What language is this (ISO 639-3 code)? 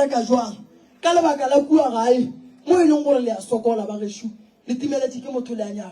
nso